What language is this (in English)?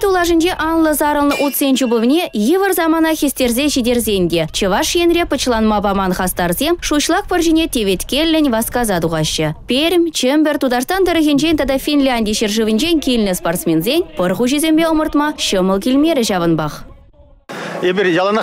Chuvash